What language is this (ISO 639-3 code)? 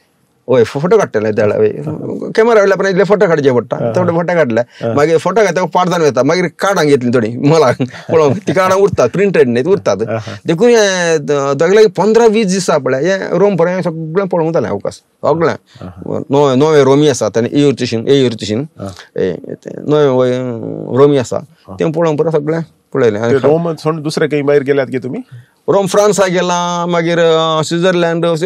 kok